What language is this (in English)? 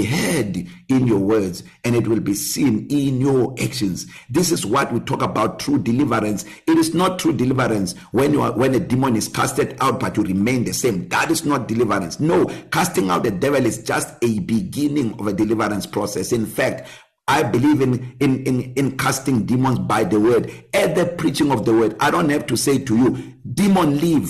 English